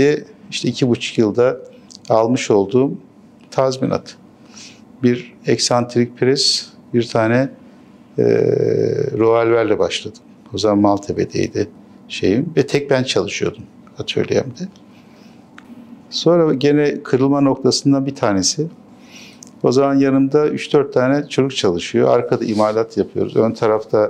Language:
Turkish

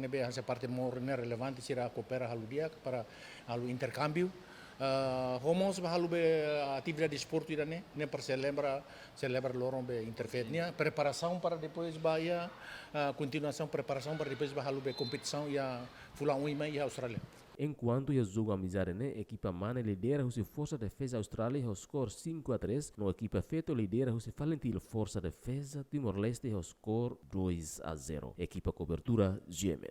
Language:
Tetum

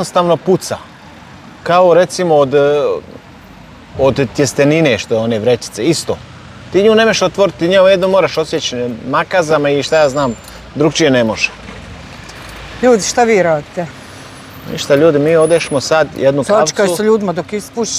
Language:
Croatian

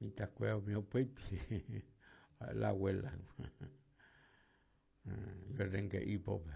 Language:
Guarani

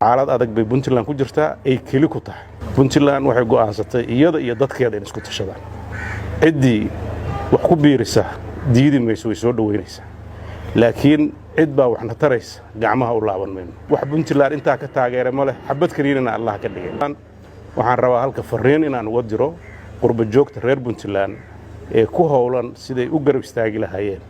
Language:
Somali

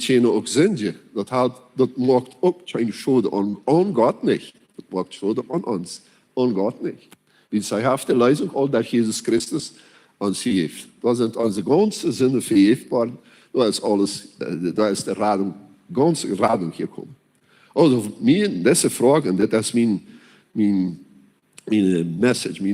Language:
Plautdietsch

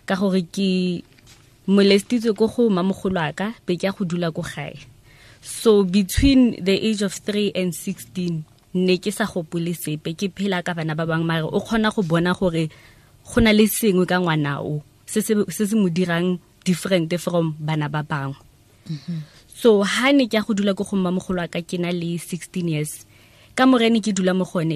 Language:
Tswana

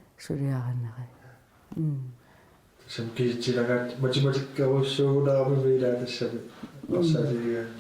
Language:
Kalaallisut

